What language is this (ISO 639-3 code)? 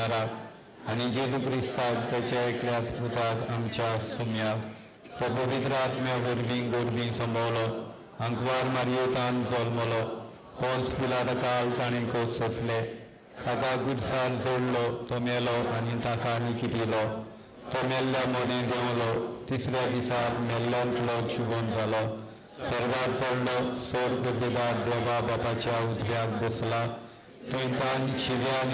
kok